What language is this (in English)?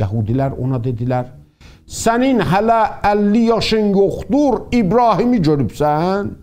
South Azerbaijani